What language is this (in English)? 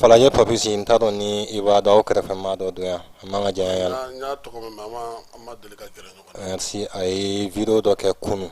Bambara